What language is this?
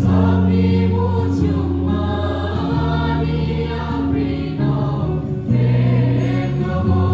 Kok Borok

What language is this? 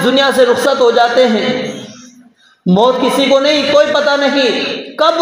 Urdu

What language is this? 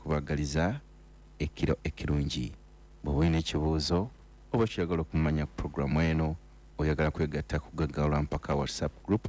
Ganda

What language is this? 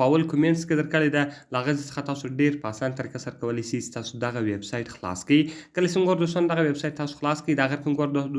Pashto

